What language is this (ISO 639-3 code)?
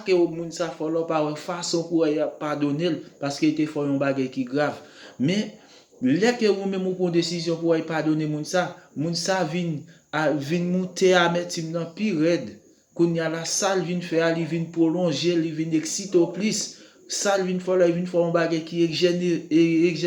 hat